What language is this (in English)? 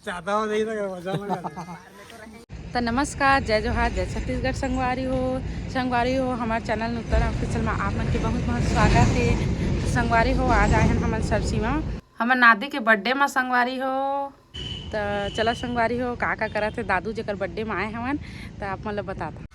Chhattisgarhi